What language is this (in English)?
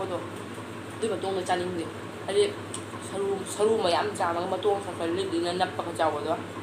Manipuri